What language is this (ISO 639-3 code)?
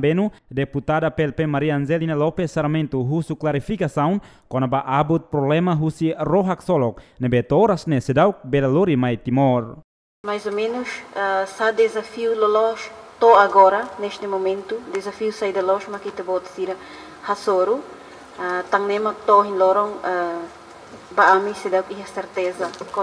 tet